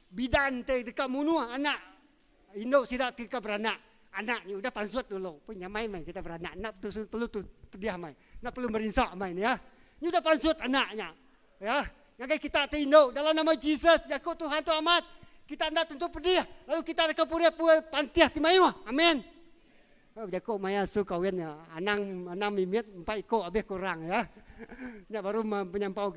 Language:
Iban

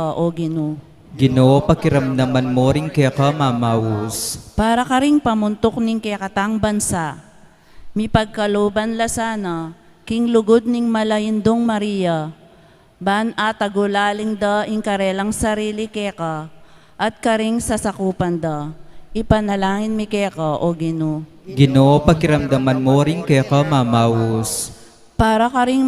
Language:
Pampanga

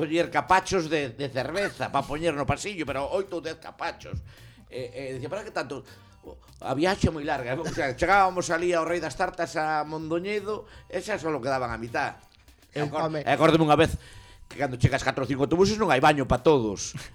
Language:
Galician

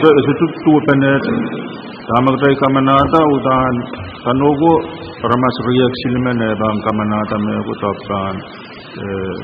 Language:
Pohnpeian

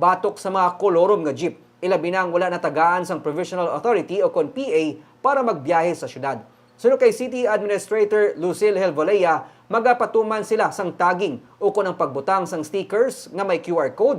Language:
Hiligaynon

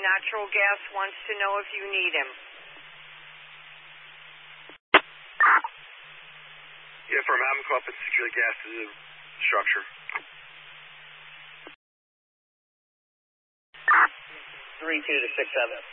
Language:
English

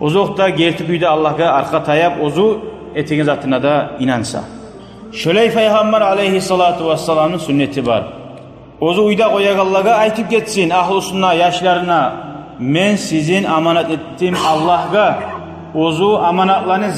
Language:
Kumyk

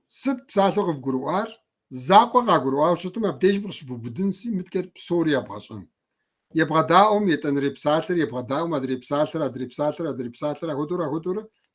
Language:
Kabardian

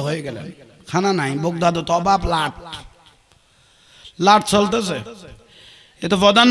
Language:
Bangla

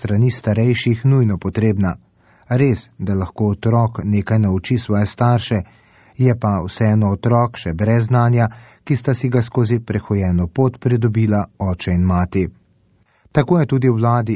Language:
Slovenian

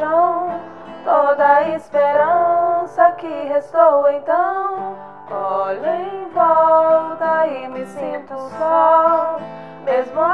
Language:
Portuguese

